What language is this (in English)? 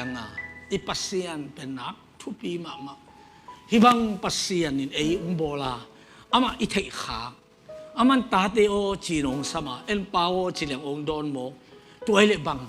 Tedim Chin